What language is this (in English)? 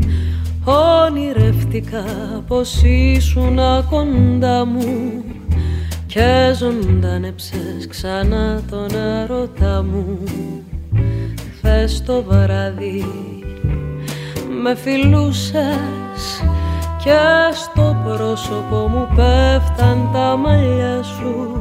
Greek